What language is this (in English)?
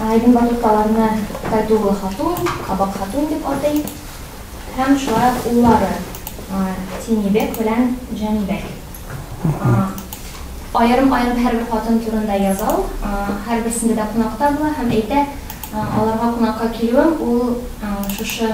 Tatar